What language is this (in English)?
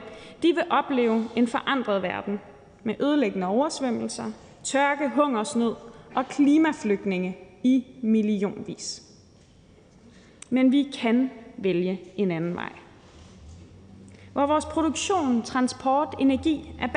Danish